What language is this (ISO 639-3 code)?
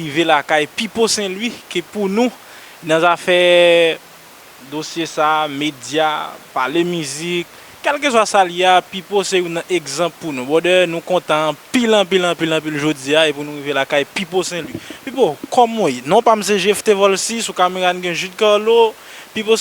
hat